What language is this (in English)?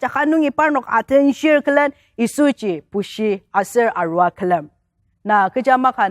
Ao Naga